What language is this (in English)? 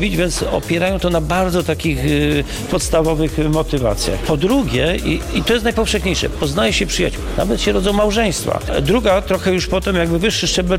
Polish